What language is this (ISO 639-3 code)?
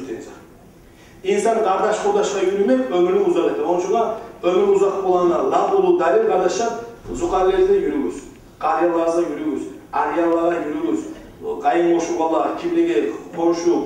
kum